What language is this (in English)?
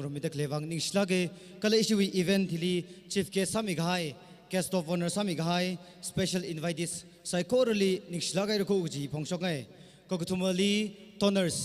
Tangkhul Naga (India)